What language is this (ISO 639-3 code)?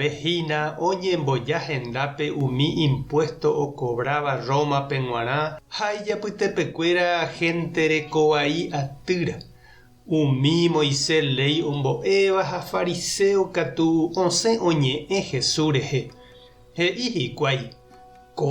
grn